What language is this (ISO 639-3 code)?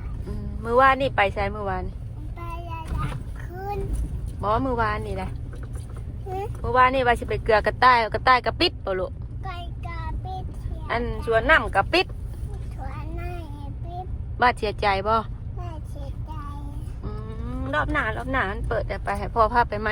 tts